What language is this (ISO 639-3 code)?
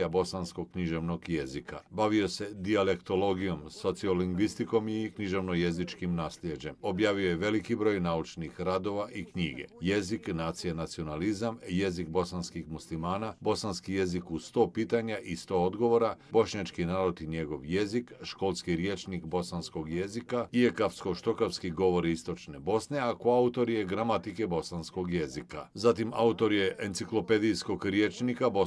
bos